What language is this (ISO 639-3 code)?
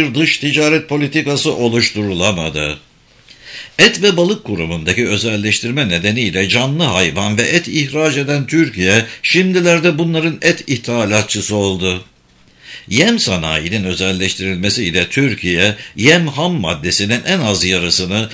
tur